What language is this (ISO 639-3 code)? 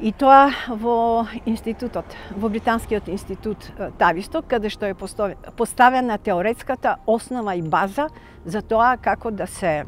mkd